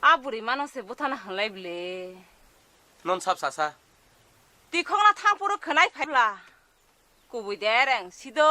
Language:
Kok Borok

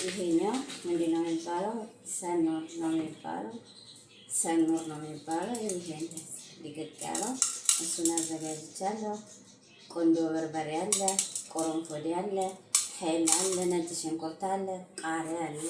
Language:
Amharic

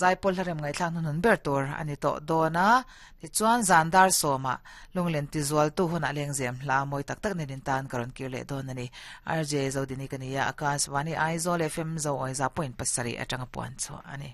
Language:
Mizo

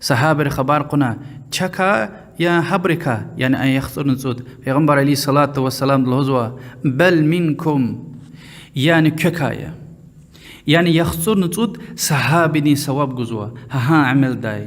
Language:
Lezghian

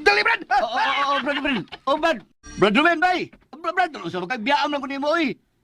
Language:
Cebuano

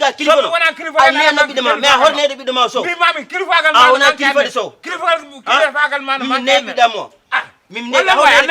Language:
Fula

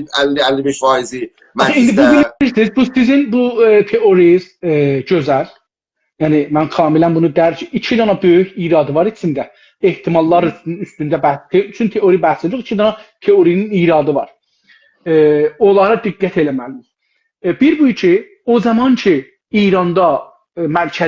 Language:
South Azerbaijani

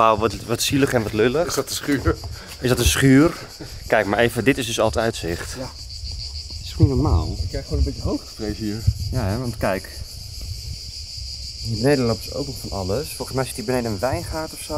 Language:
Dutch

